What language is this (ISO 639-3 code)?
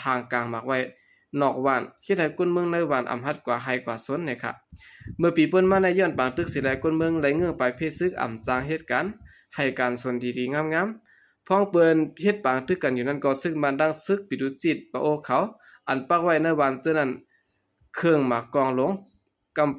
shn